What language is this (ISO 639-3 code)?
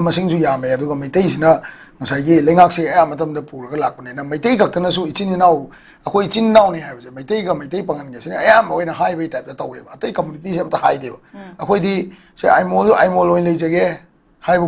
mni